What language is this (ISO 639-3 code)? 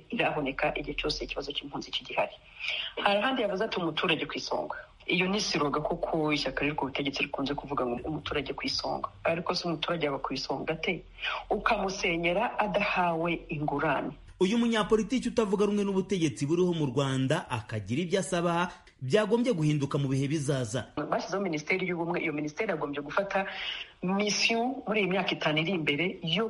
kin